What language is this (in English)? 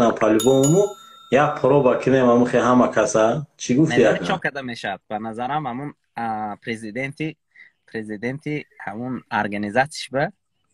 Tajik